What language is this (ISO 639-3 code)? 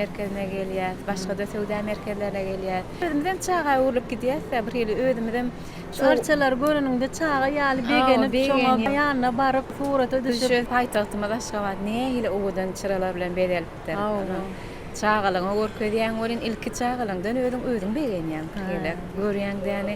tuk